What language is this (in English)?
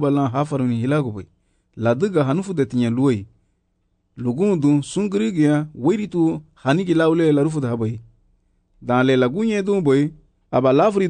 Garifuna